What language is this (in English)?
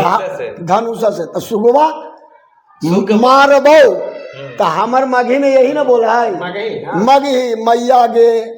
Magahi